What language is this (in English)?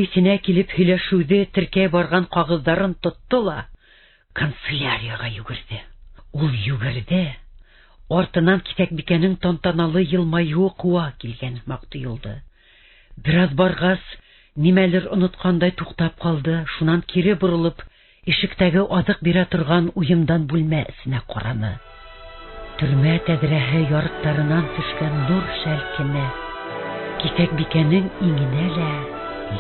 Bashkir